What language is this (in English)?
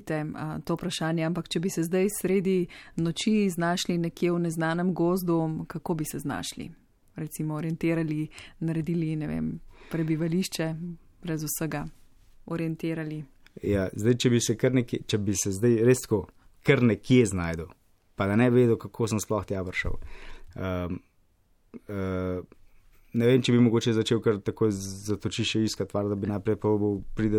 Slovenian